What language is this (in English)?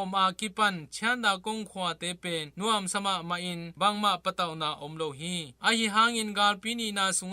Tedim Chin